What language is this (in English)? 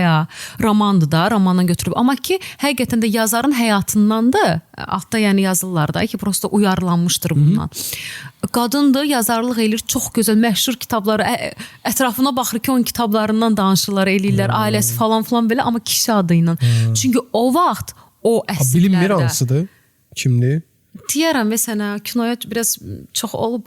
Azerbaijani